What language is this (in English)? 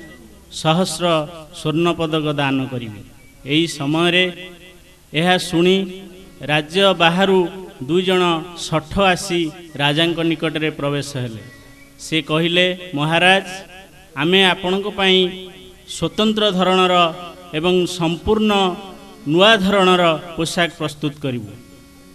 Odia